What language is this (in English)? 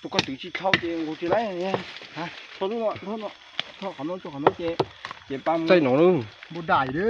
Hmong